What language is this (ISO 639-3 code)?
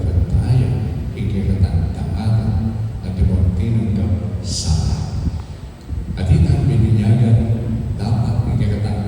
pam